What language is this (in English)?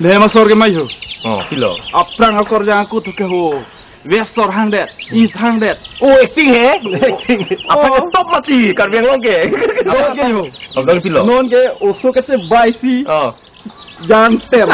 Karbi